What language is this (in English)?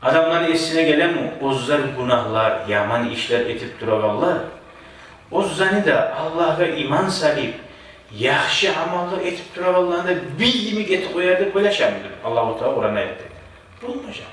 Kumyk